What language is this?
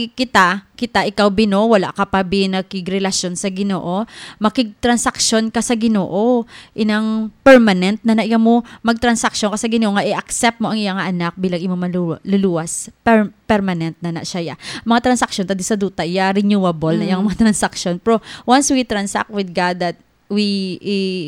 Hiligaynon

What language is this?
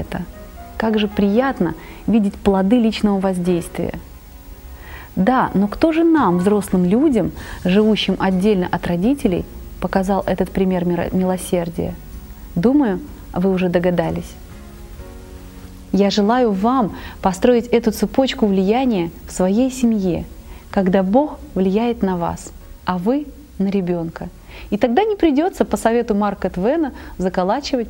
Russian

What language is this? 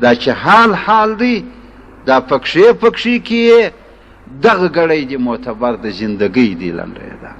Pashto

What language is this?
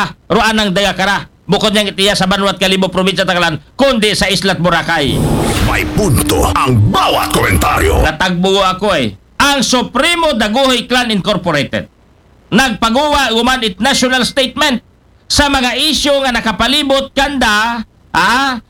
Aklanon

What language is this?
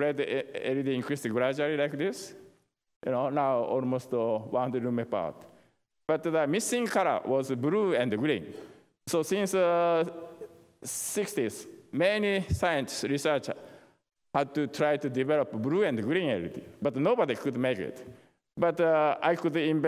English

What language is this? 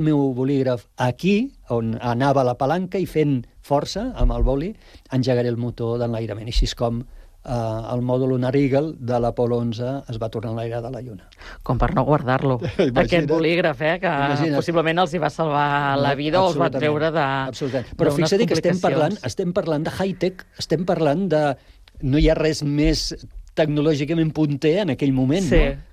Catalan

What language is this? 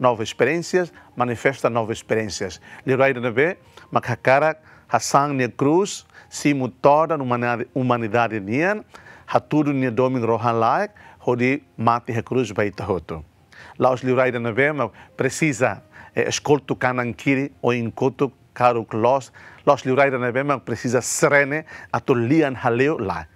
Tetum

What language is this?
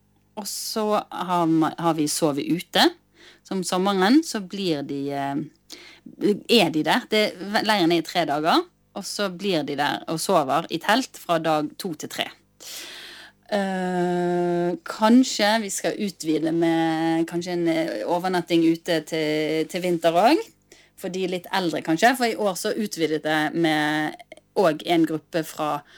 Norwegian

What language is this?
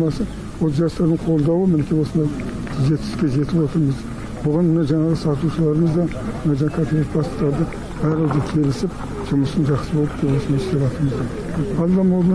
Kazakh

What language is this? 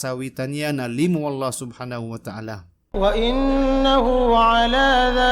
Maranao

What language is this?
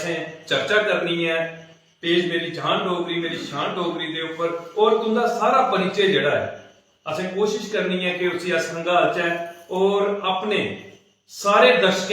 Dogri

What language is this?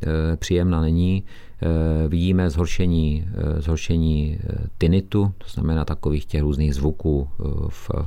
Czech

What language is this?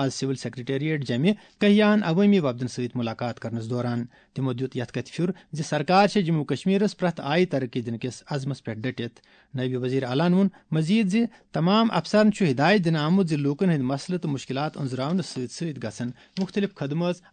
Kashmiri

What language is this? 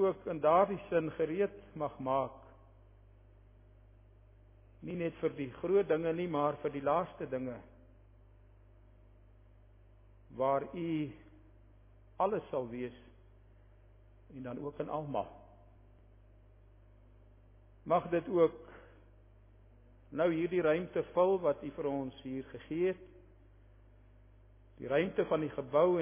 Afrikaans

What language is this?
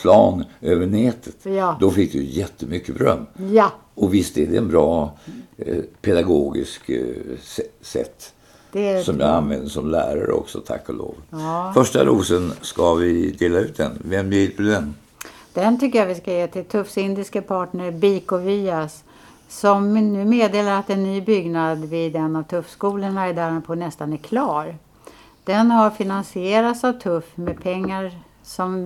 Swedish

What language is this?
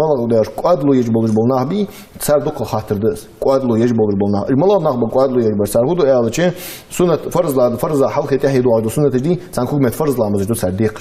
Ingush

